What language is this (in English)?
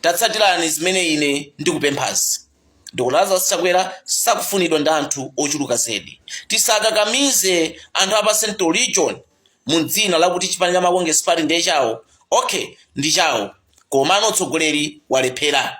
Nyanja